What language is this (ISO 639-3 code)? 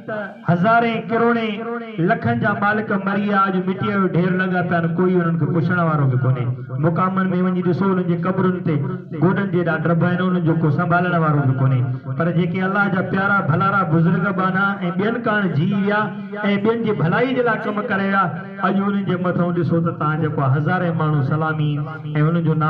snd